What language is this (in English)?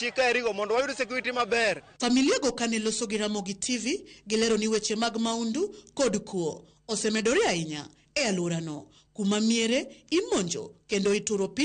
Luo (Kenya and Tanzania)